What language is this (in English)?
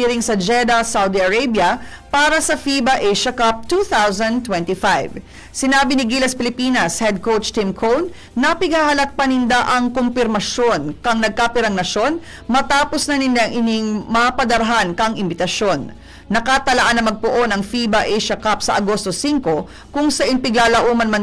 Bikol